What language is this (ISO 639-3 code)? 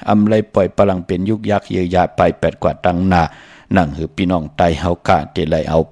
shn